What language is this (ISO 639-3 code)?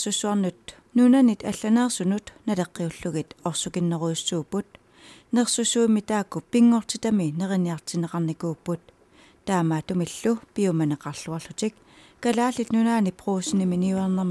kal